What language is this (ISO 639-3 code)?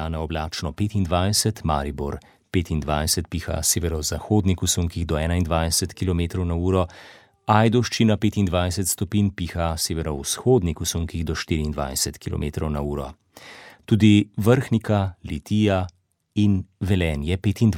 slv